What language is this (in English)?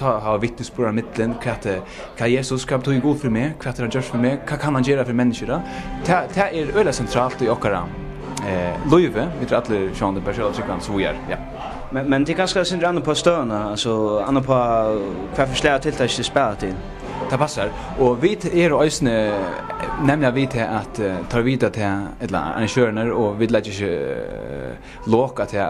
Faroese